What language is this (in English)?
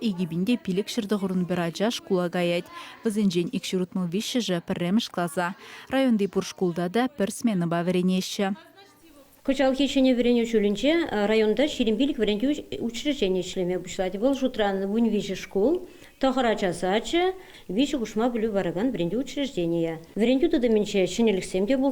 Chuvash